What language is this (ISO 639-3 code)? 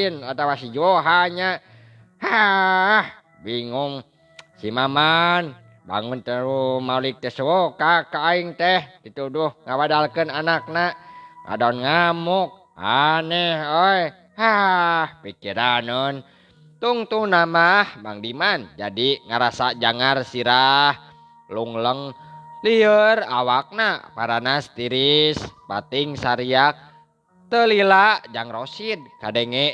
sun